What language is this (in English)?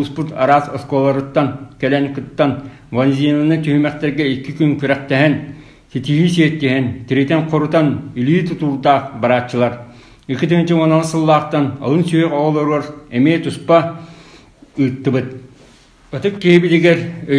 Yakut